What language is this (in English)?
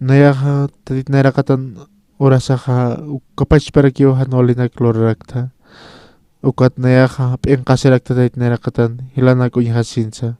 Aymara